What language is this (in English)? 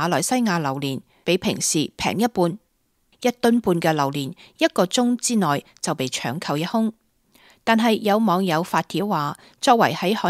Cantonese